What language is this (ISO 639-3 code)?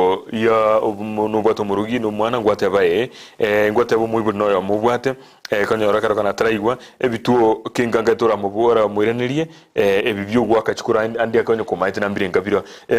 guz